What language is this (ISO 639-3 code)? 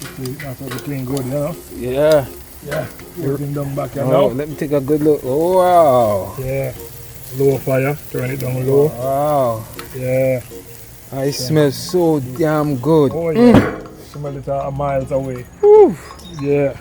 jam